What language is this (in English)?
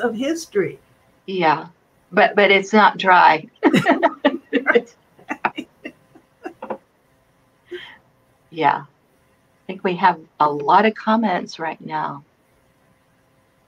English